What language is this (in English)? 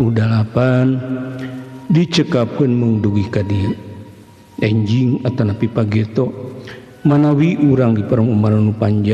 Sundanese